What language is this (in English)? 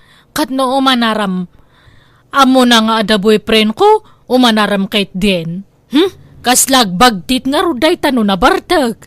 Iloko